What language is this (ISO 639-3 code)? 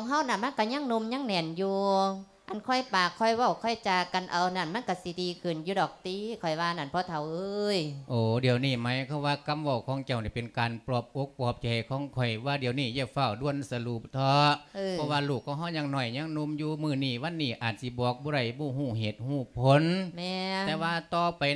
lao